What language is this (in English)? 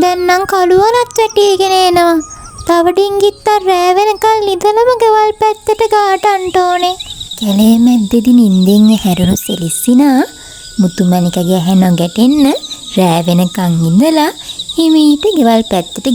Sinhala